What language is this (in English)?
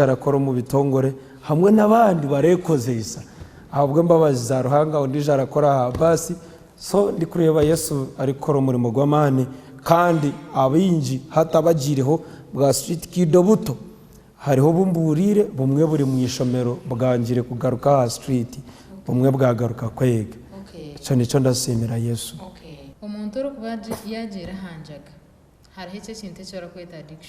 Nyankole